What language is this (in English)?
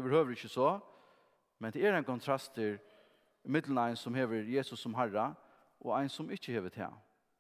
Faroese